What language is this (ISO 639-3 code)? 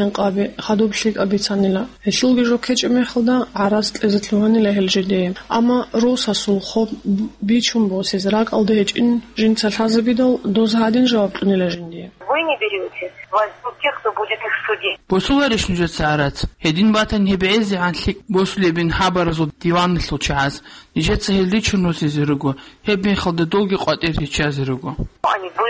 ava